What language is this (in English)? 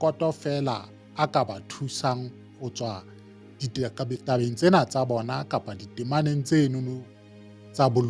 Southern Sotho